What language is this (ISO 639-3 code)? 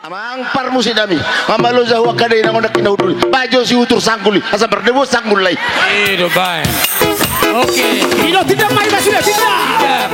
bbc